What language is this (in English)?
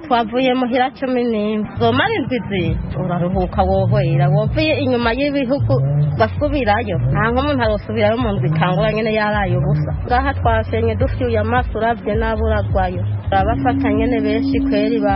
Rundi